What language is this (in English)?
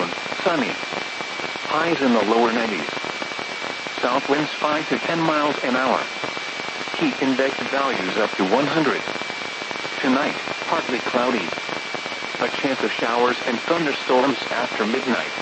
English